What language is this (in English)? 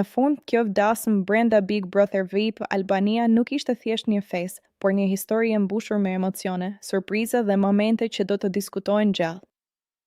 Albanian